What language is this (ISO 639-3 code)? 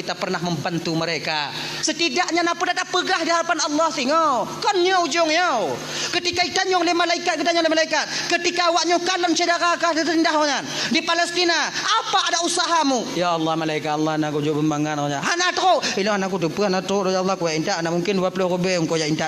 ace